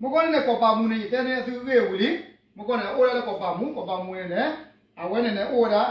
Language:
S'gaw Karen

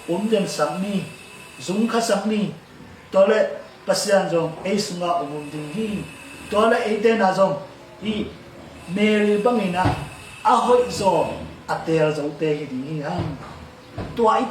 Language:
Tedim Chin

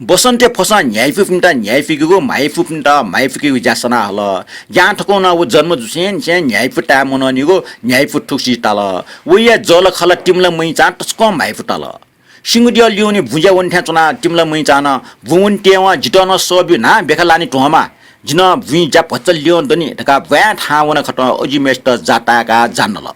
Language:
Newari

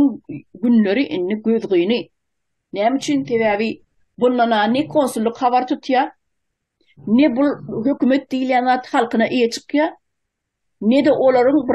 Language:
Turkmen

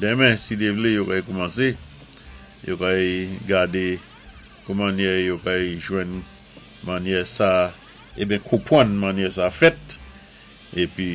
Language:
Saint Lucian Creole French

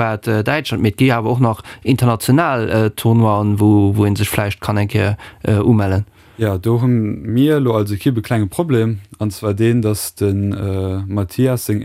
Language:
Luxembourgish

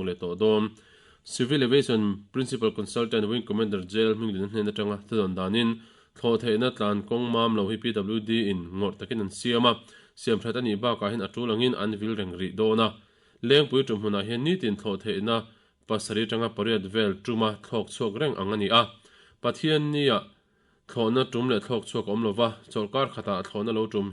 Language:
Mizo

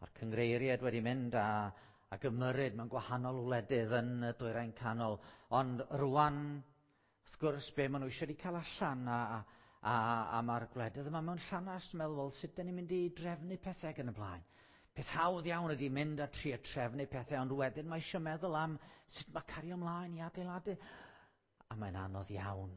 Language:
Welsh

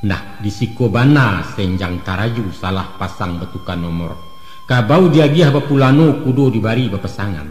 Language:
Minangkabau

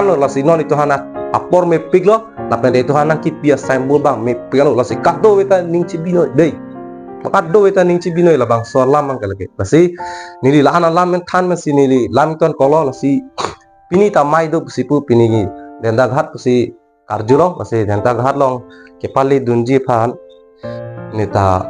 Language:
Karbi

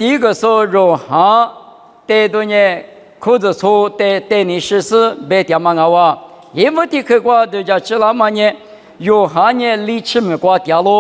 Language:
Lisu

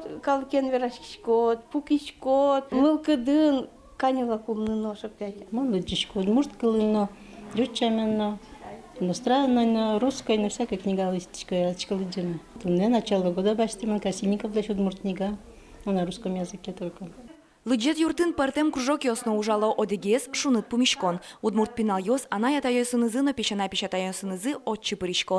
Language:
Udmurt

